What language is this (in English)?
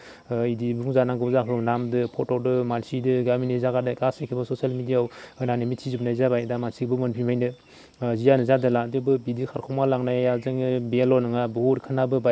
Bodo